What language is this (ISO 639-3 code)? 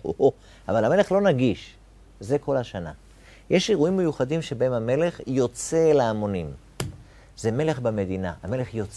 heb